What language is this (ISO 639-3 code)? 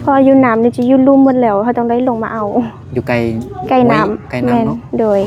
lao